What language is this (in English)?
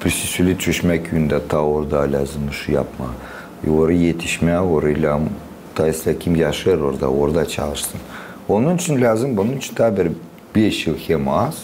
Gagauz